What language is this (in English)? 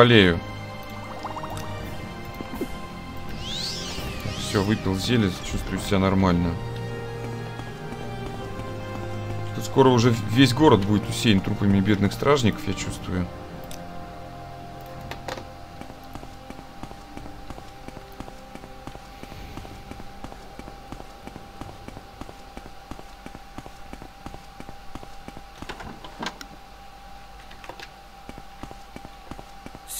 Russian